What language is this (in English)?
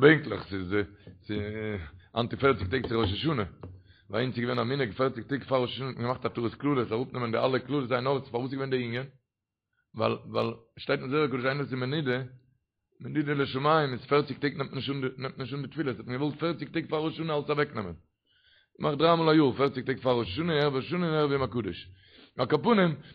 Yiddish